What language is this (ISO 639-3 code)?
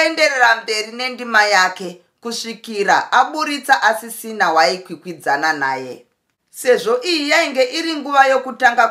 sna